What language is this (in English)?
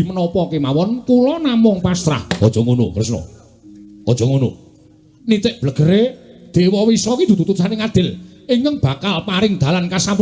Javanese